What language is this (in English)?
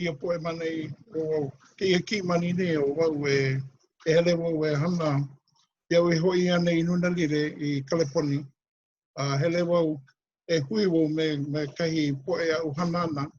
Hawaiian